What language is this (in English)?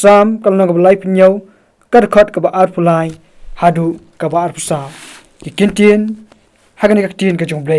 Khasi